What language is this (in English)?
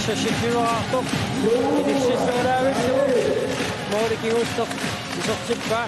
Kalaallisut